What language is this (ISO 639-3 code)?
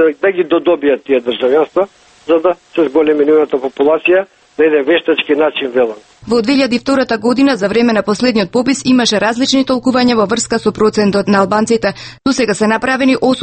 mkd